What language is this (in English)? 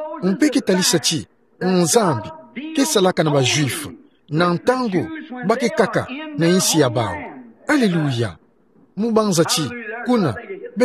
Kituba (Democratic Republic of Congo)